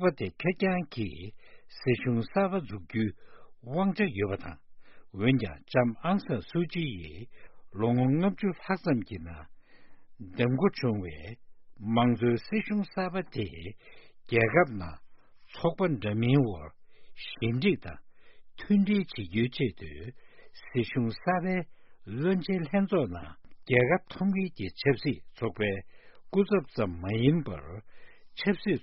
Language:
Tibetan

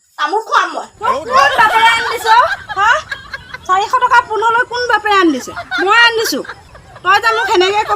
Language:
Assamese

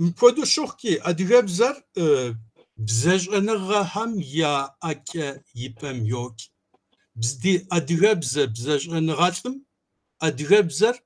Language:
Kabardian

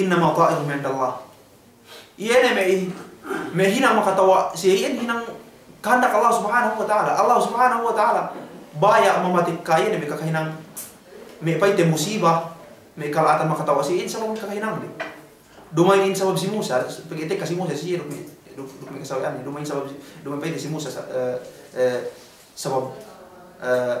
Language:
Yakan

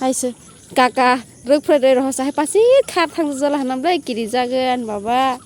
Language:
Kok Borok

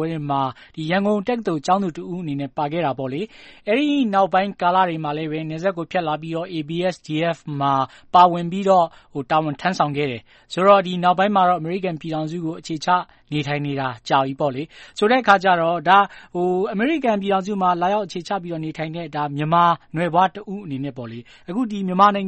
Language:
Burmese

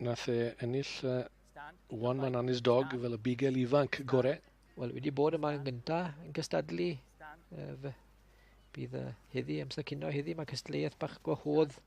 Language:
Welsh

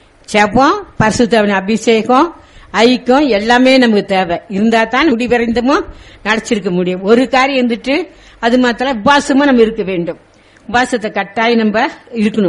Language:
Tamil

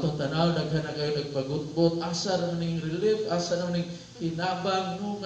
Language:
Cebuano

